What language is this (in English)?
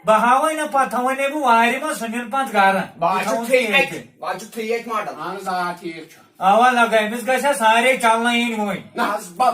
Kashmiri